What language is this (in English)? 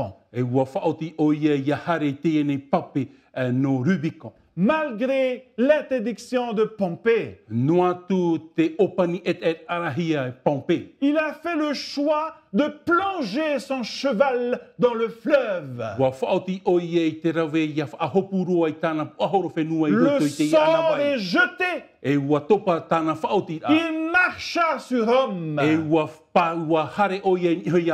Tahitian